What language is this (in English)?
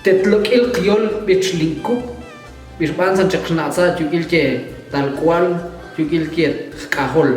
Tektiteko